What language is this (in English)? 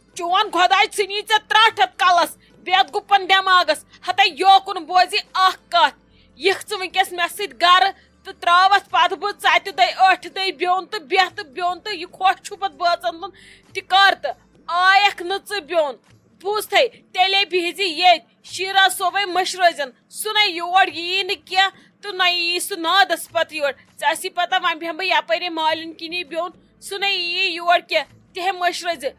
Kashmiri